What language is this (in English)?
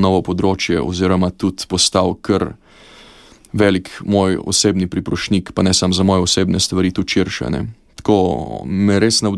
Slovenian